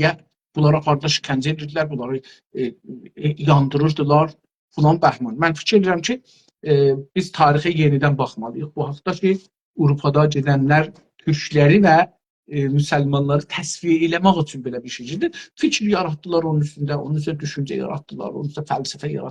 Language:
South Azerbaijani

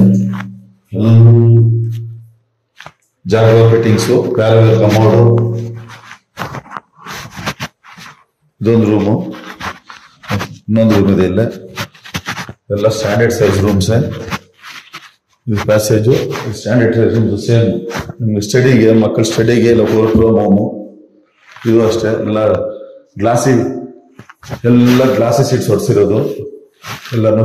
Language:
Kannada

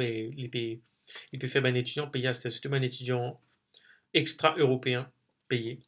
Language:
Morisyen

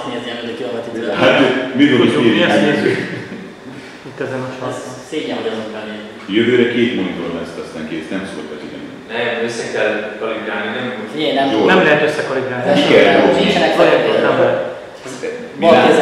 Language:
Hungarian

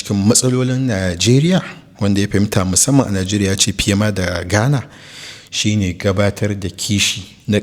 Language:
Hausa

